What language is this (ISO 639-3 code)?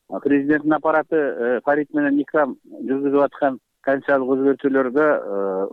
kir